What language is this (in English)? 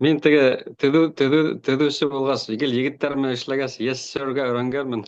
Bashkir